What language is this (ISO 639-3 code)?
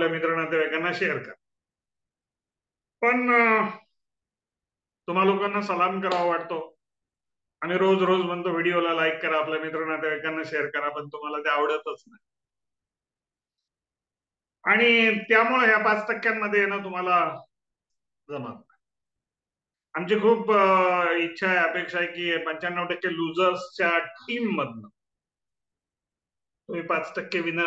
mar